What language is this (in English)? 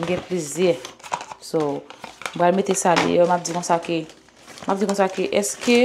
Haitian Creole